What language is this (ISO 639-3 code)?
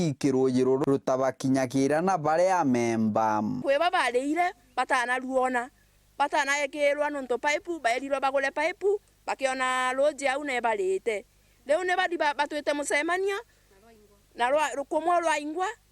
mer